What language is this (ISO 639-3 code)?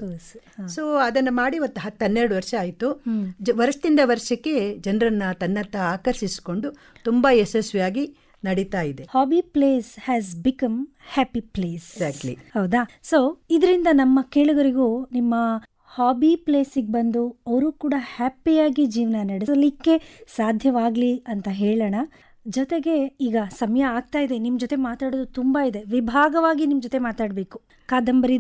kan